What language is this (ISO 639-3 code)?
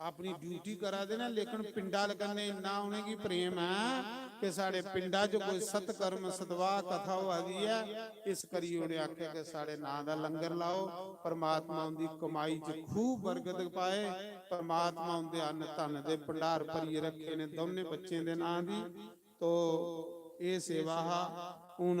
doi